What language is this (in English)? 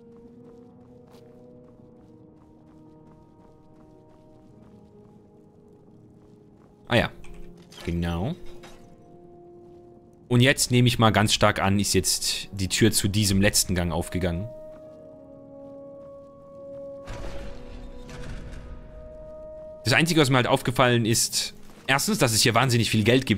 German